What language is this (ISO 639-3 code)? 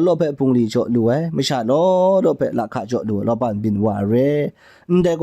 kac